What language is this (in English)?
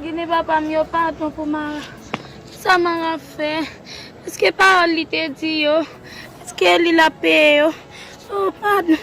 Haitian Creole